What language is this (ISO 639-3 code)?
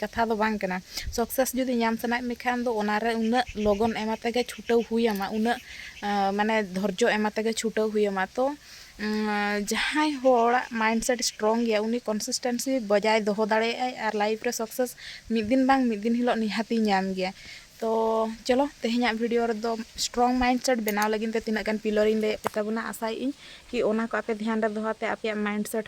sat